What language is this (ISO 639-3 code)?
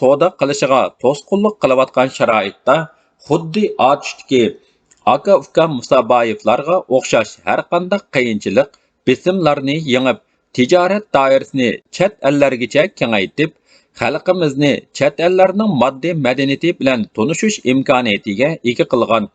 uig